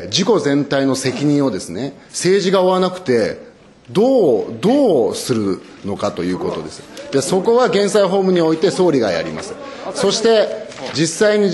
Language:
Japanese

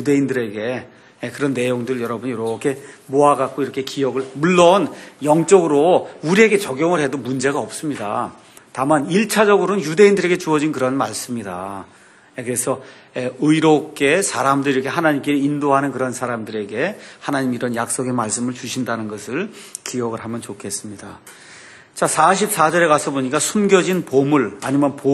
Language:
Korean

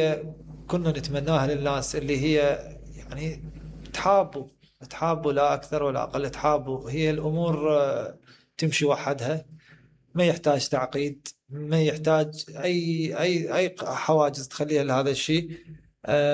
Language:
Mesopotamian Arabic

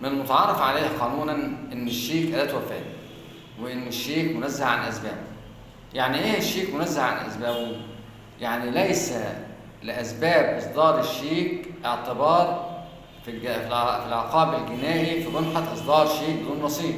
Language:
Egyptian Arabic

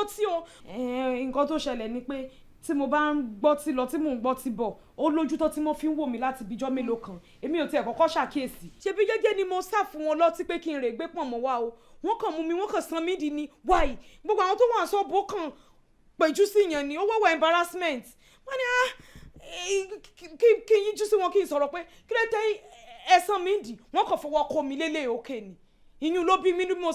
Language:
Yoruba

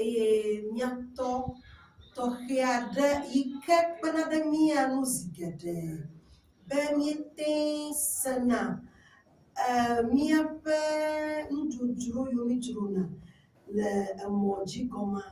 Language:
Ewe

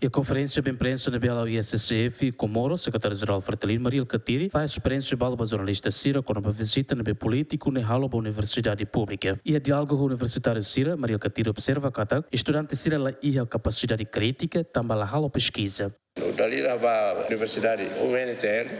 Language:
Tetum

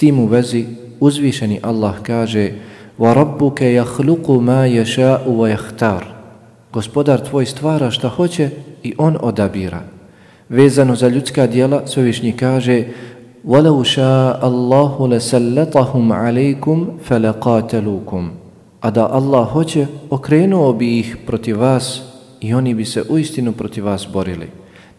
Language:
Bosnian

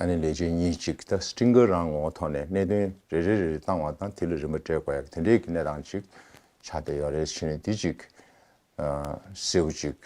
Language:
Tibetan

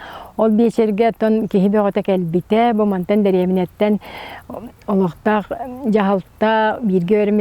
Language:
Yakut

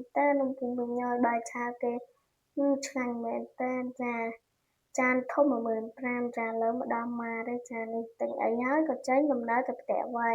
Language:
Khmer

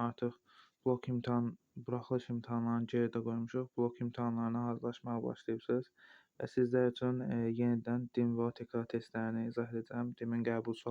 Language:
Azerbaijani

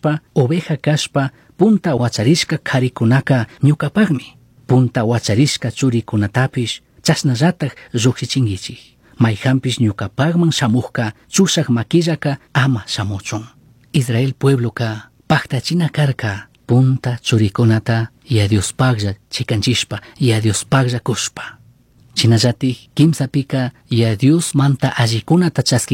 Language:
Chimborazo Highland Quichua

